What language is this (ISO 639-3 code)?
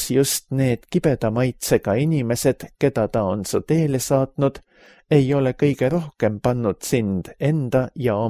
est